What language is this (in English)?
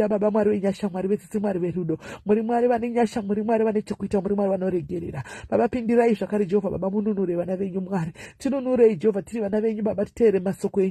Shona